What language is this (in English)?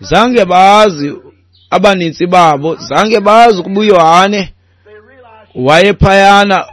Xhosa